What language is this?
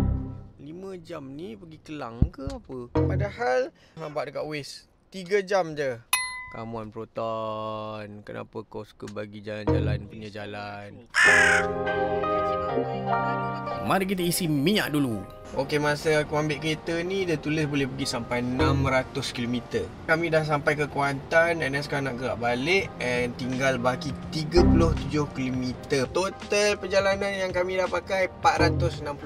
Malay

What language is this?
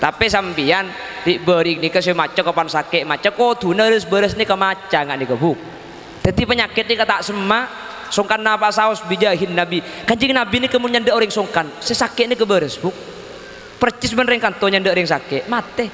Madurese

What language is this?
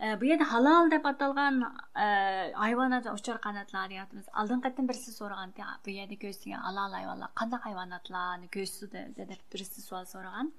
Uyghur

